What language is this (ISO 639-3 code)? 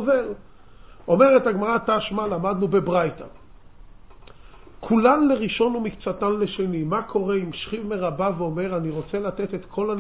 heb